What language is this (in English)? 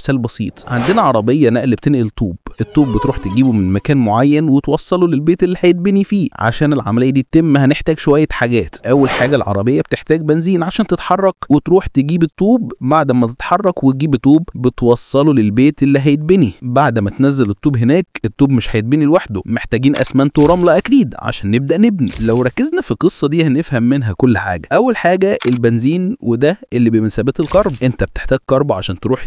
Egyptian Arabic